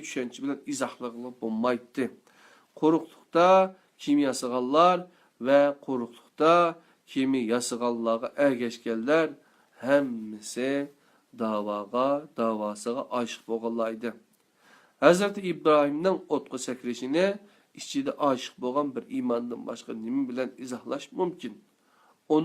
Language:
Uyghur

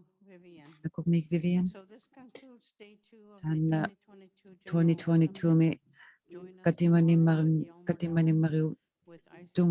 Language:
Inuktitut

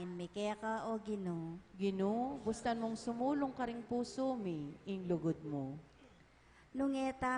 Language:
Pampanga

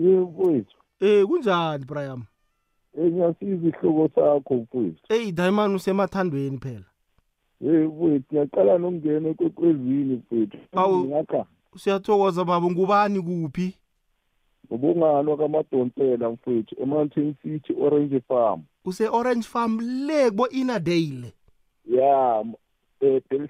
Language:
South Ndebele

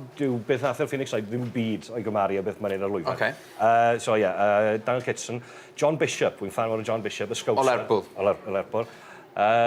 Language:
Welsh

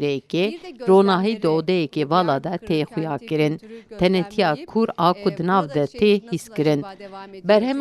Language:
Kurdish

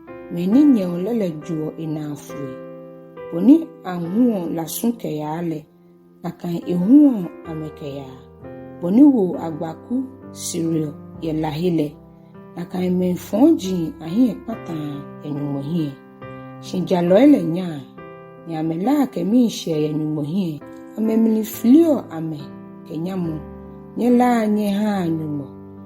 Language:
Ga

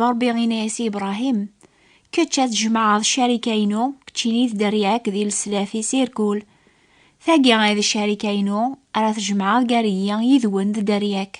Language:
Kabyle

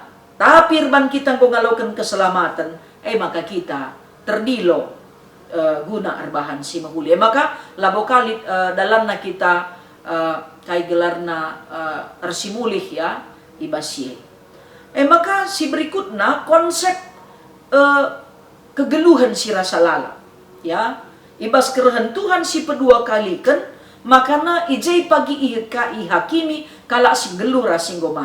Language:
Batak Karo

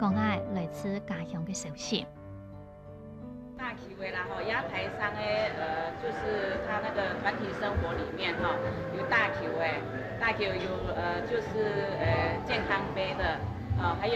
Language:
Hakka Chinese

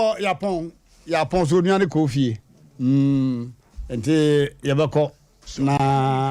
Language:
Akan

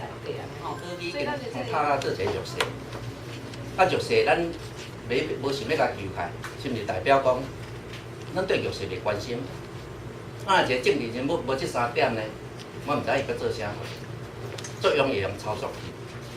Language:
Min Nan Chinese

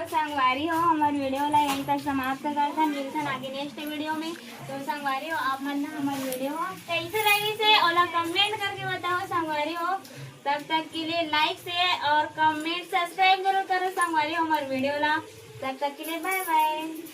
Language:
Chhattisgarhi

